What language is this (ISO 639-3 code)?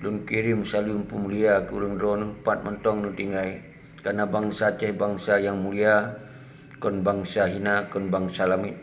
ace